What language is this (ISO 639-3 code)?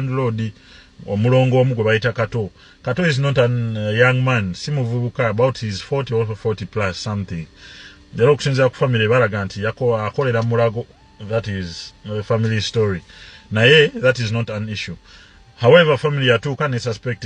lug